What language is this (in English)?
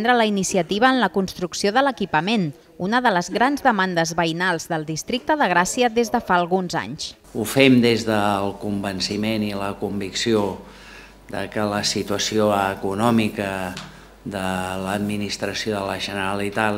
Catalan